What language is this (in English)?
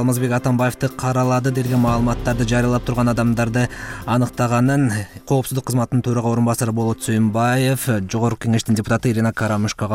Kyrgyz